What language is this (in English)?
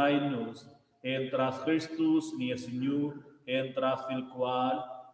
Romansh